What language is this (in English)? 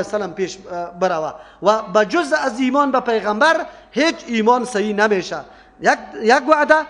Persian